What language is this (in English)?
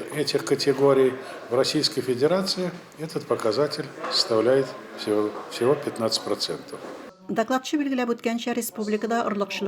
Tatar